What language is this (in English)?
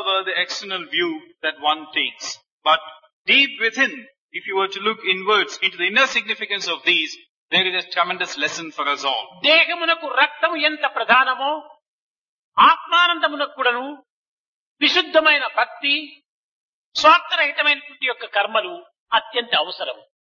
Telugu